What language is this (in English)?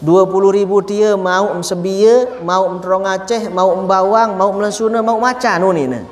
Sasak